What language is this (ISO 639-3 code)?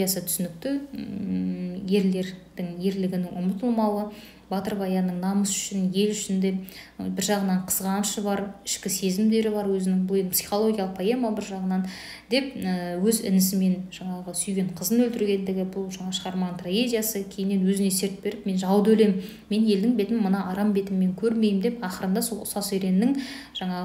kaz